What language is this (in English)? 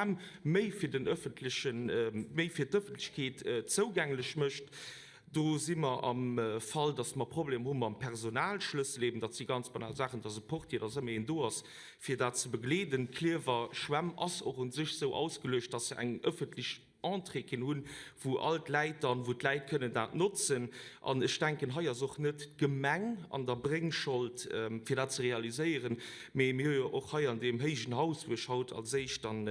Luxembourgish